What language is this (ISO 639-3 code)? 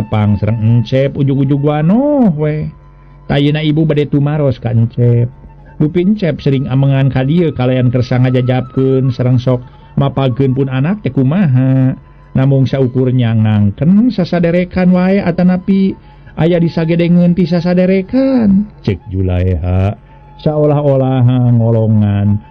sun